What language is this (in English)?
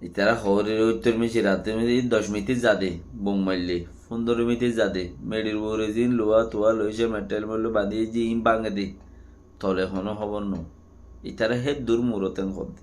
Rohingya